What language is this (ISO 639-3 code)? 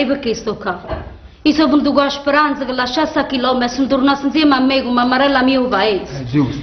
nap